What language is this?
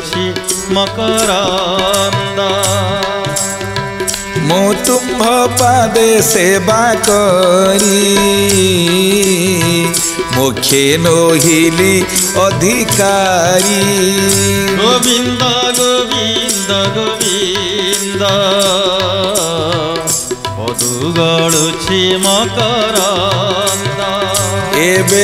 Odia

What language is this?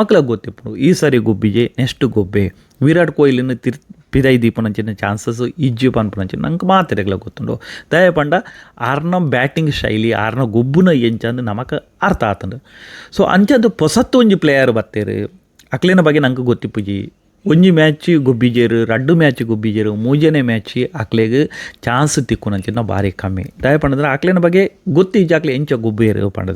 Tulu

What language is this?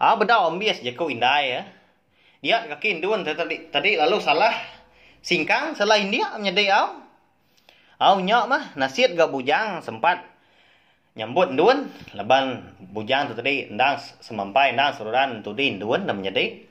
Iban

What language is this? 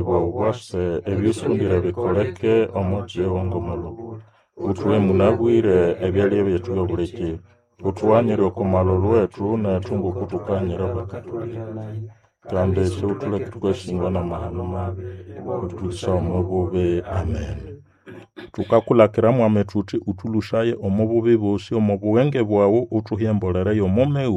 Nande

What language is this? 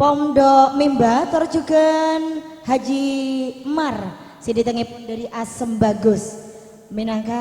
Madurese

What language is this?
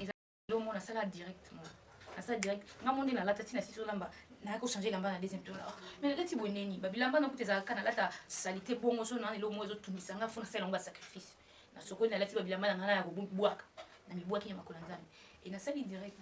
Lingala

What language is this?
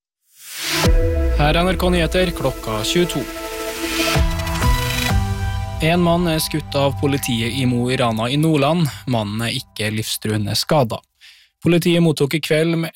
Norwegian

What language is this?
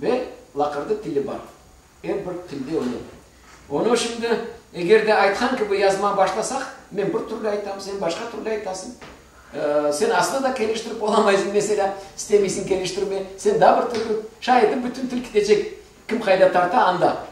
Crimean Tatar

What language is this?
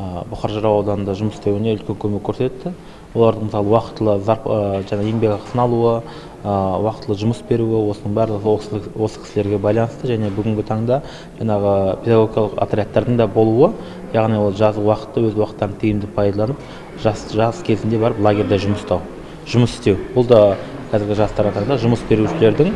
Kazakh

